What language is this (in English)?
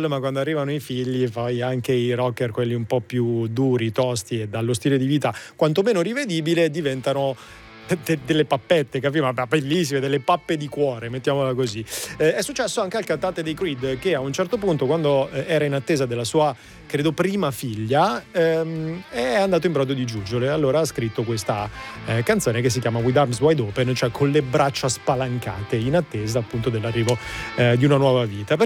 Italian